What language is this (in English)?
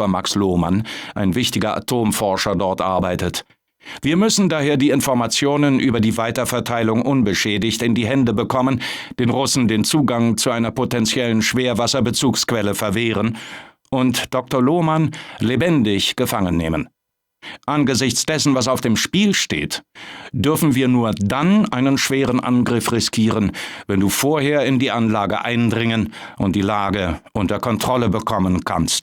Bavarian